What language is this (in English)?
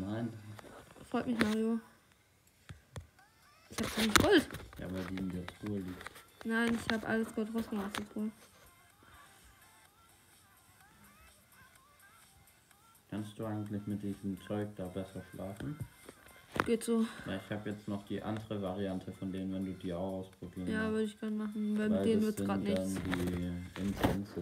German